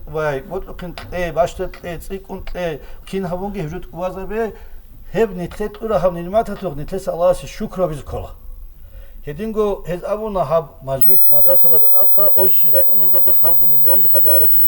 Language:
Avaric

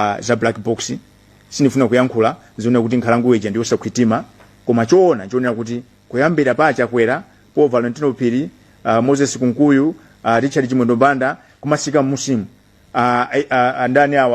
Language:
Nyanja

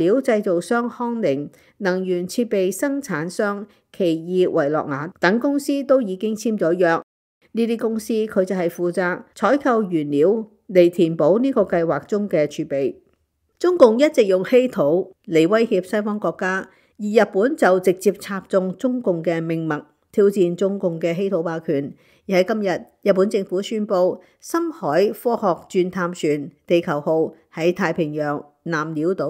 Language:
Cantonese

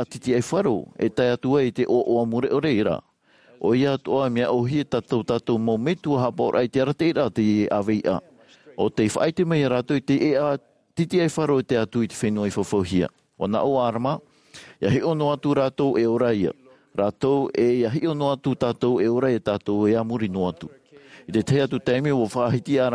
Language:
Tahitian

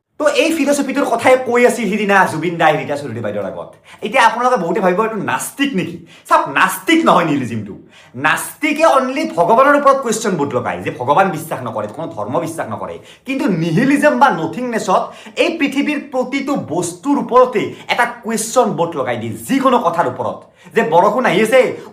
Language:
Assamese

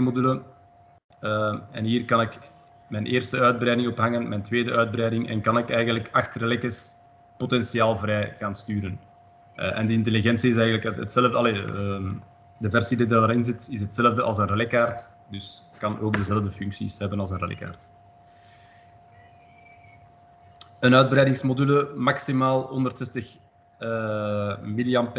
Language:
Dutch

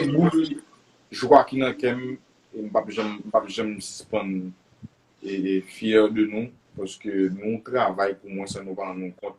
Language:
Haitian Creole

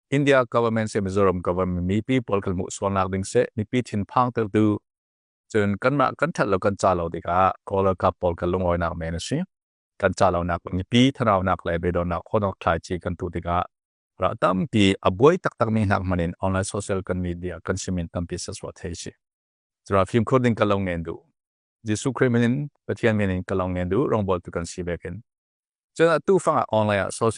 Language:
Hakha Chin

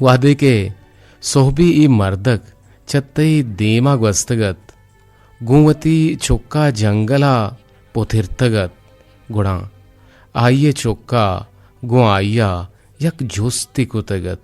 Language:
Eastern Balochi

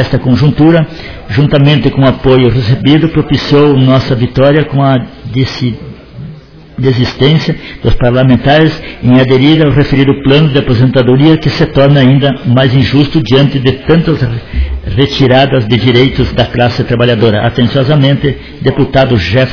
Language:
Portuguese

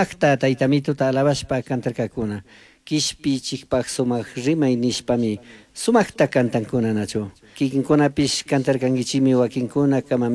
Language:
Chimborazo Highland Quichua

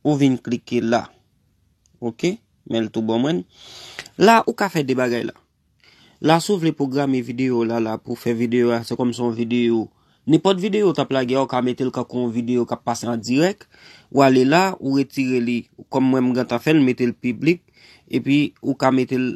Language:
Haitian Creole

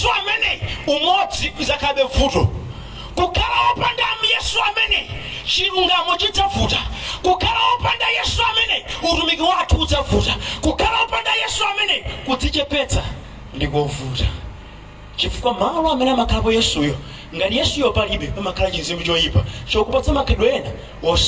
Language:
Nyanja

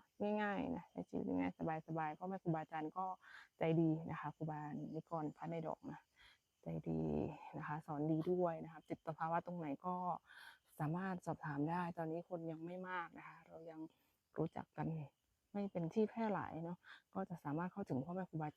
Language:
Northeastern Thai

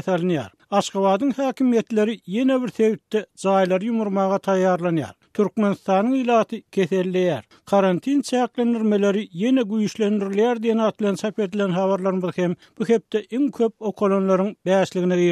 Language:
Turkmen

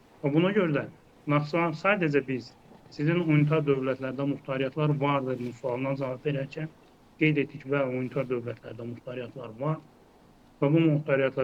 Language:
Azerbaijani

